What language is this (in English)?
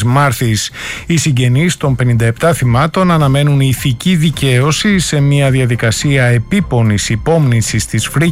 Greek